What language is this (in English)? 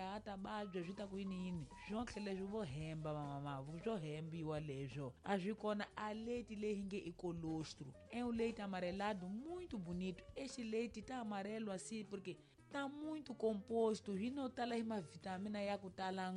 Tsonga